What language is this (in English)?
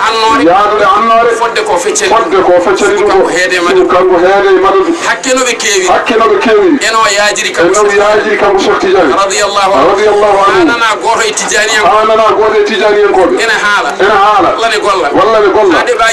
Fula